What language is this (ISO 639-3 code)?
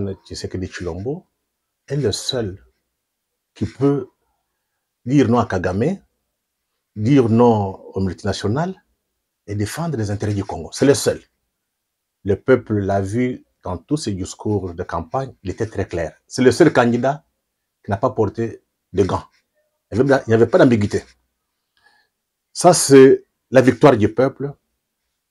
fra